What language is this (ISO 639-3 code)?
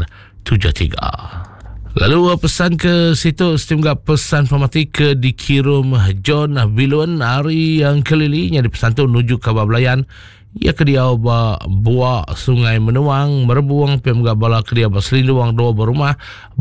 iba